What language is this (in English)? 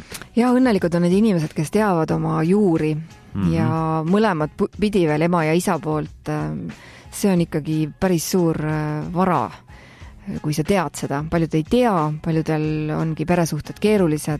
Estonian